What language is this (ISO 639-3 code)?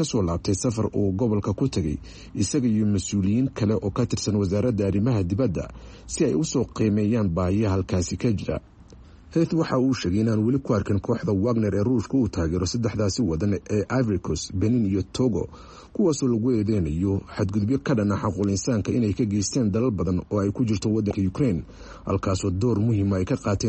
som